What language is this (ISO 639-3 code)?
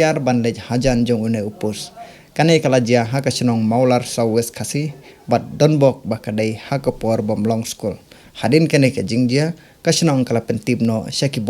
kha